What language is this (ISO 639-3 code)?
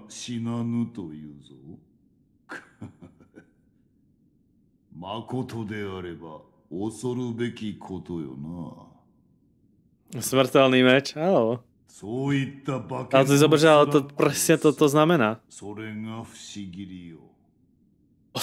slk